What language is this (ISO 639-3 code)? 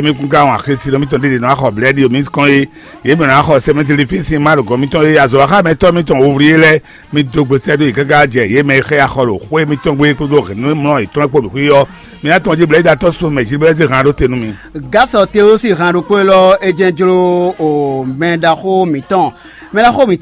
fon